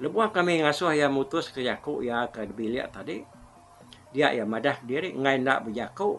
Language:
Iban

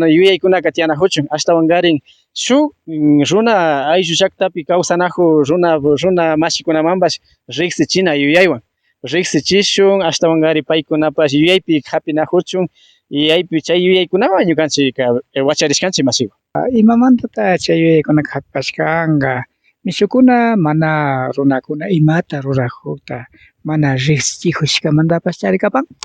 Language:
Imbabura Highland Quichua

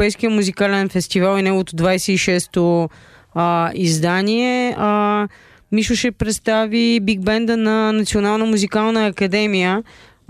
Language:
Bulgarian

